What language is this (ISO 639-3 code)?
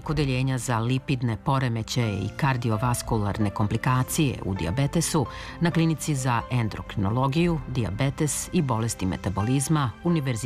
srp